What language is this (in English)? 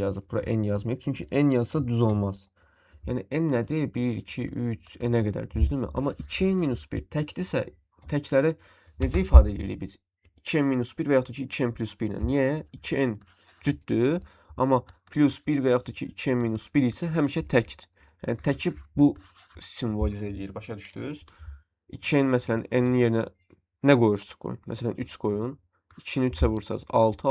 Azerbaijani